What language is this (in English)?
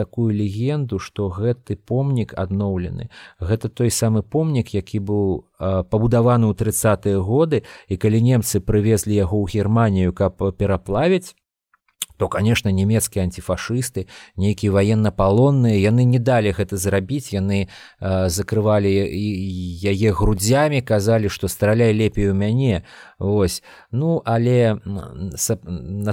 Belarusian